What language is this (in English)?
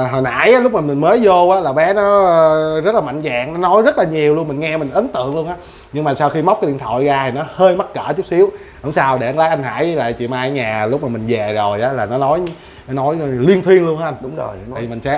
Vietnamese